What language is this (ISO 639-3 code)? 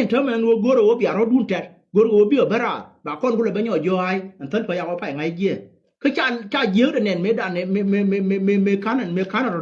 nus